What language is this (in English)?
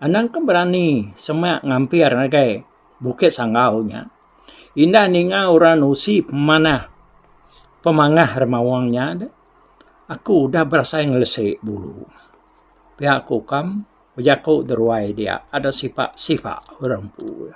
Iban